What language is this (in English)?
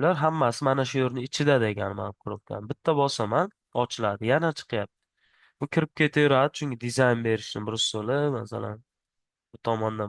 Uzbek